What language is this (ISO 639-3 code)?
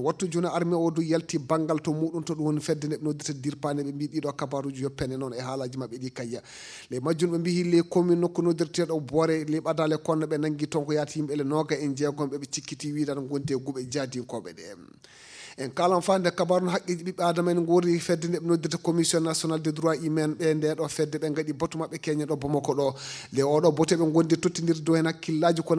ful